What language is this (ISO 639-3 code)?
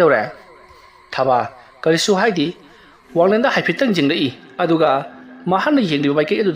mni